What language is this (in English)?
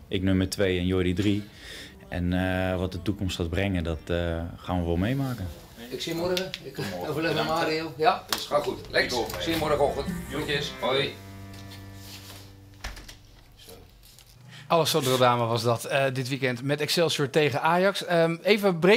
Dutch